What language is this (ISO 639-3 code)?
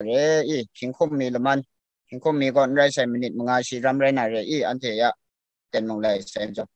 kac